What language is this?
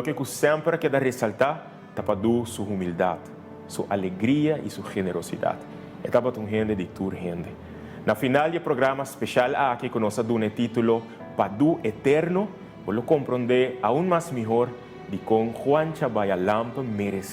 Papiamento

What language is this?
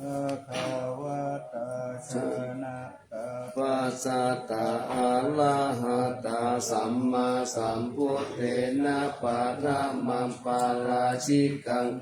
Pali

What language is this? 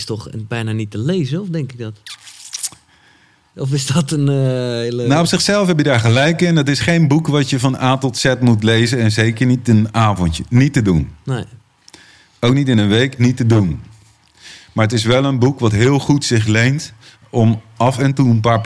Dutch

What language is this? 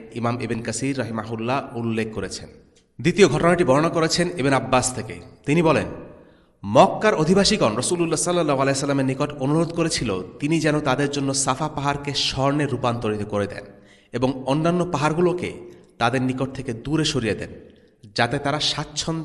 Bangla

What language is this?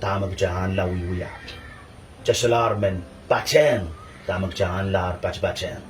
Pohnpeian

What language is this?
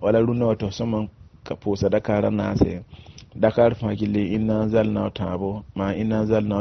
Mossi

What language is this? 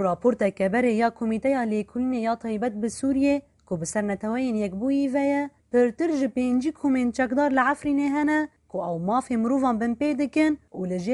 Kurdish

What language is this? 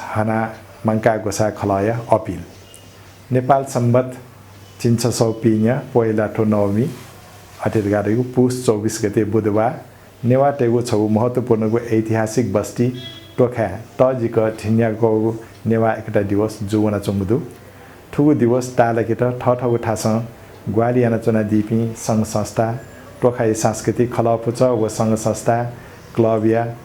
Newari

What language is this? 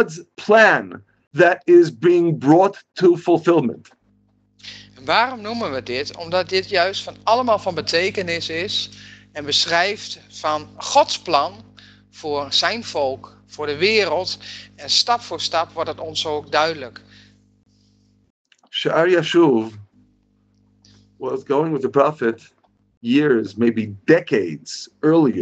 Dutch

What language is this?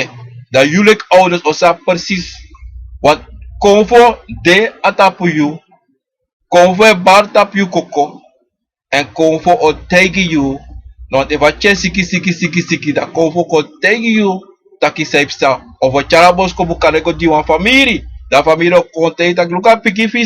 Sranan Tongo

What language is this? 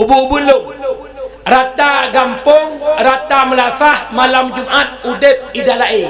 Achinese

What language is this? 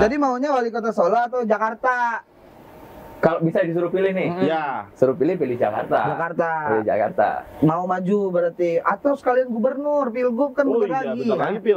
Indonesian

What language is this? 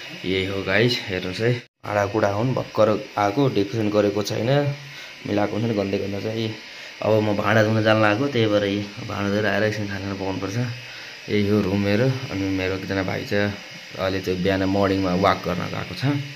Nepali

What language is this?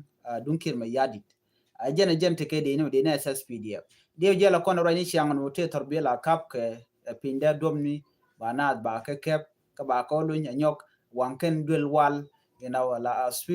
Nuer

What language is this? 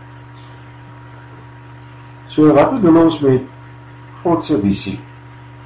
Afrikaans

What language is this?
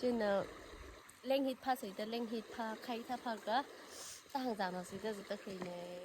Tangkhul Naga (India)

